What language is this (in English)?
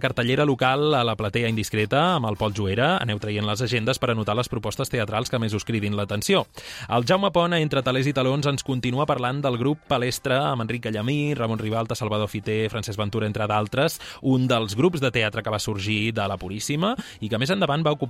Catalan